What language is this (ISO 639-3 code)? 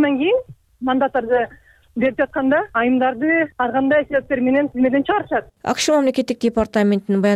kir